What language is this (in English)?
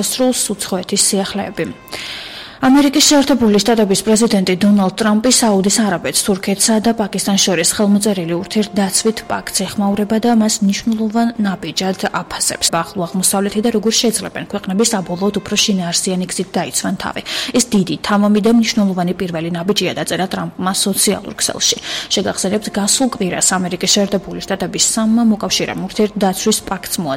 Georgian